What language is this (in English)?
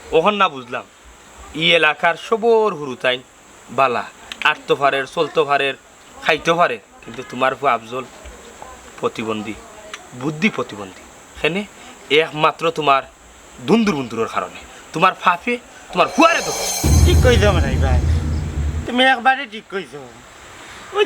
Sylheti